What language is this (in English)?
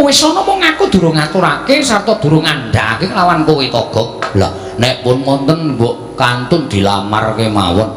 Javanese